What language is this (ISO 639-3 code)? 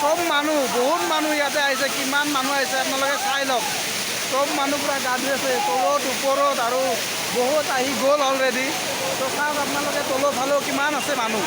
asm